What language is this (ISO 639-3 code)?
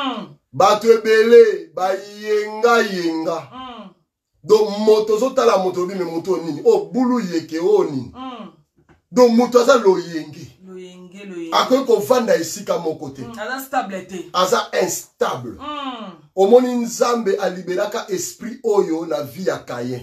lin